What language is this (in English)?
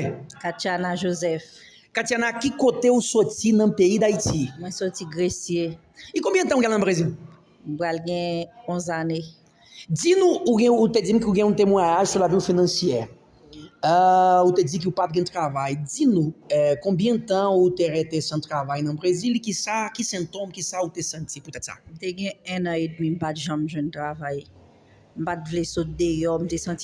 Haitian Creole